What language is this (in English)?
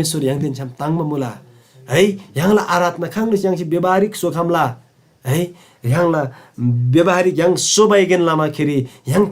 Eastern Tamang